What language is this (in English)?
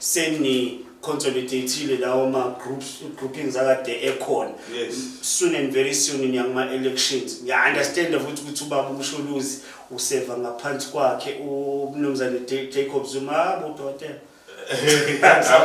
Zulu